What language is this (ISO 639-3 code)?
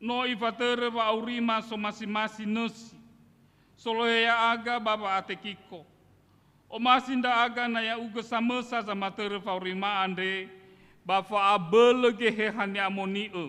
nia